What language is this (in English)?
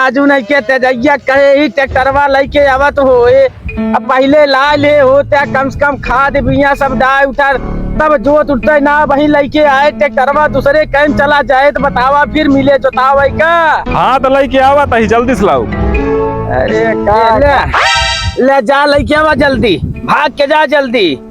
Awadhi